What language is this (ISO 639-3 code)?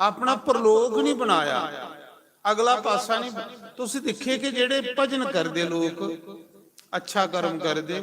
doi